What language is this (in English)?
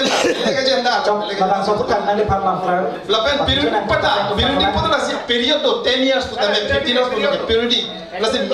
Karbi